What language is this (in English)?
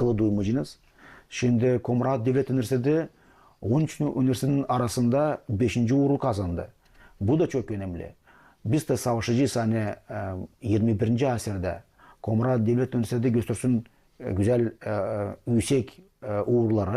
Gagauz